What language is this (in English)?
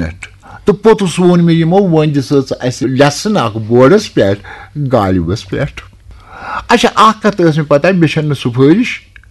Kashmiri